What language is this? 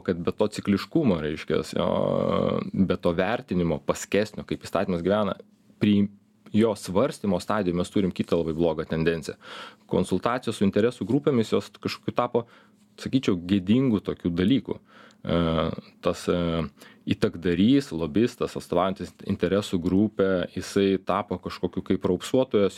Lithuanian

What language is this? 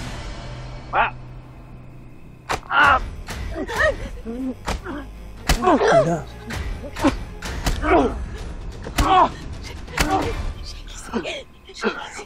Filipino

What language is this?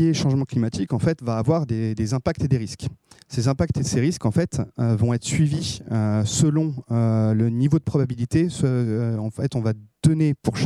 French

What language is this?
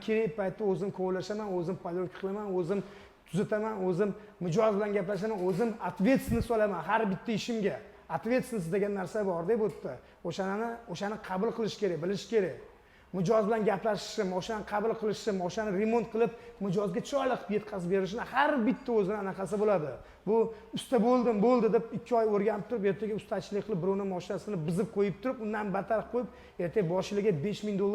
Uzbek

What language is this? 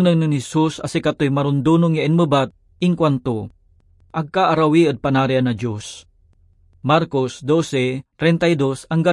Pangasinan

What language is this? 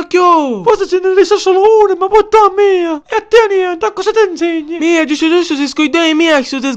Sicilian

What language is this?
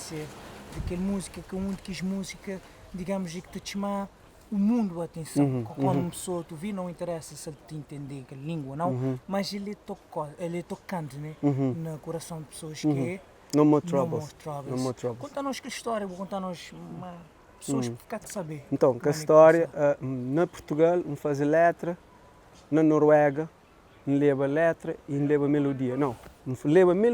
Kabuverdianu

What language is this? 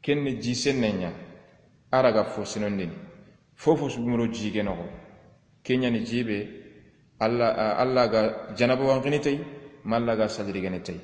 Soninke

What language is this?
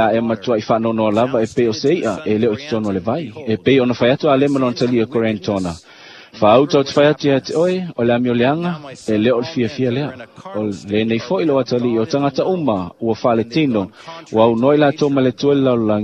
Samoan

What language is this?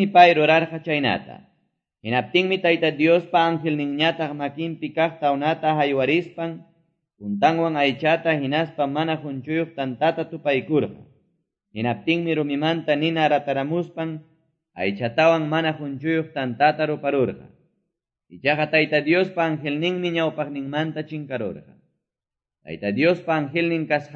Quechua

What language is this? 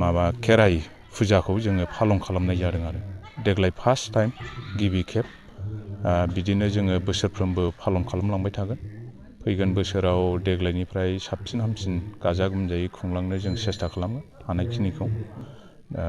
Bodo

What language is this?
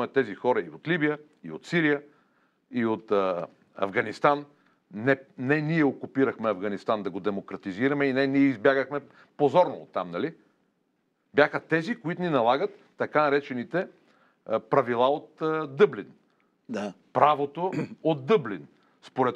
Bulgarian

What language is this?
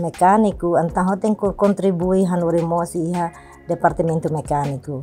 Tetum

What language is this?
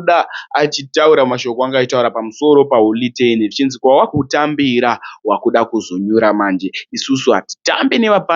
Shona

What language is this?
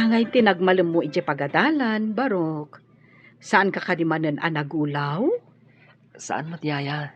Iloko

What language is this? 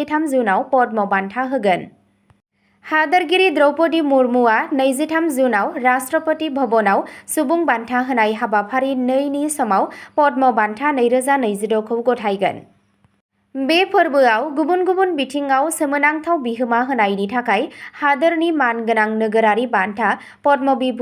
Bodo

